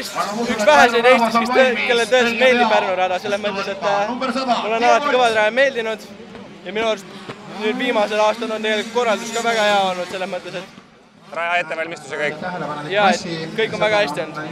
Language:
Estonian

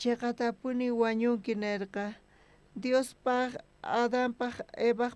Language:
South Bolivian Quechua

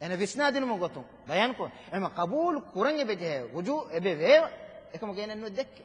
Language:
Divehi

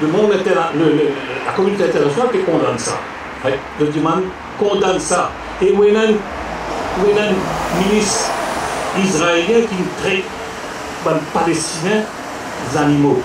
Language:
Morisyen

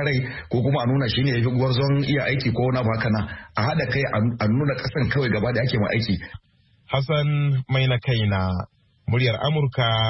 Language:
Hausa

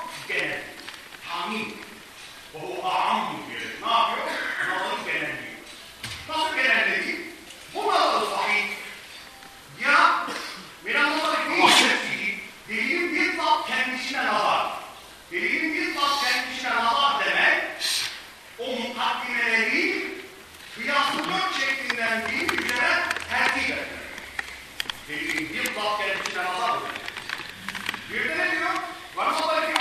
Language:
Turkish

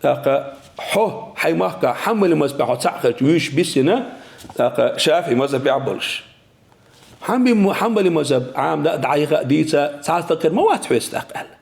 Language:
Chechen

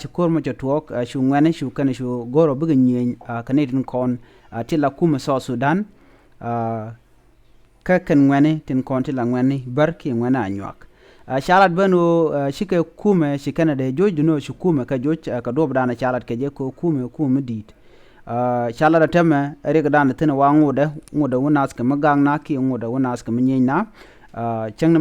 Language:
Nuer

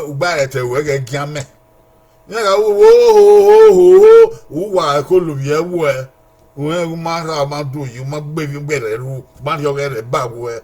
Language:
Bini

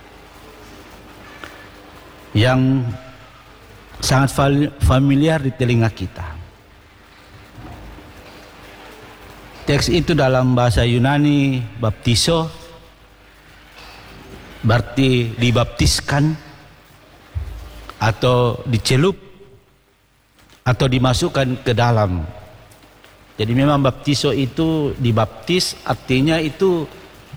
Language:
Indonesian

